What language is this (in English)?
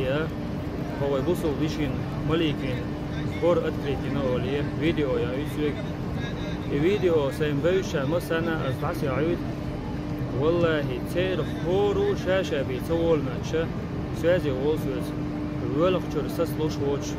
Chechen